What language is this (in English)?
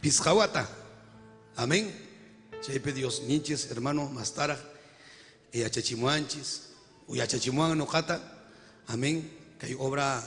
Ayacucho Quechua